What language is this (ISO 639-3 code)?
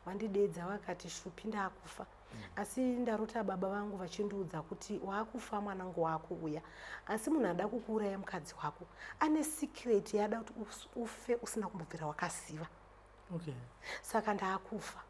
sna